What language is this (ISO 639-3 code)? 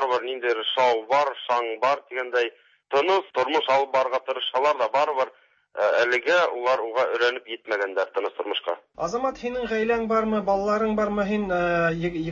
tat